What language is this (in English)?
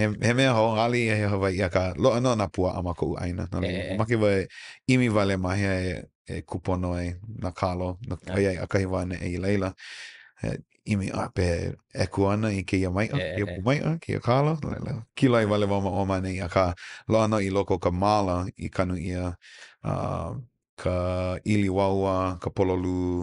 Hawaiian